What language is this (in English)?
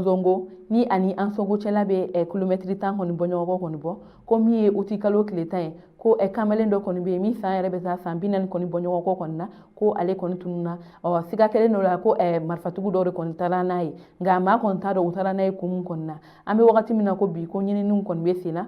Bambara